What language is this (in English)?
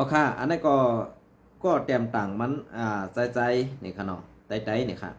Shan